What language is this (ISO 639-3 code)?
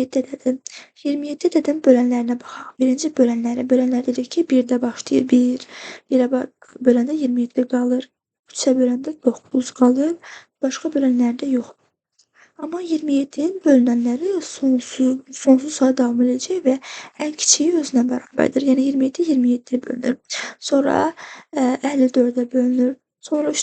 aze